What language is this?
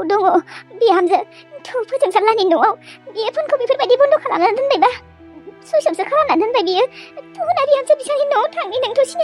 Bodo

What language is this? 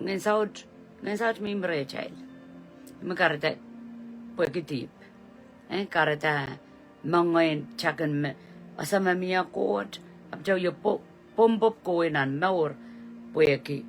Pohnpeian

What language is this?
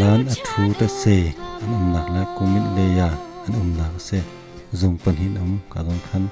Hakha Chin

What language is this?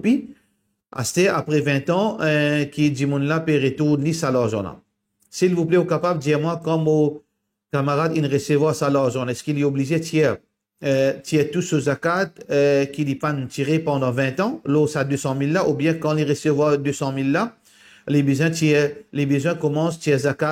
Morisyen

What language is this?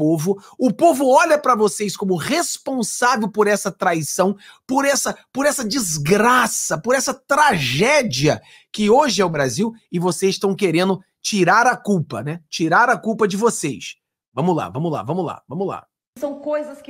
Portuguese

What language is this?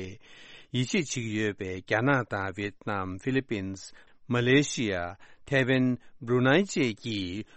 Tibetan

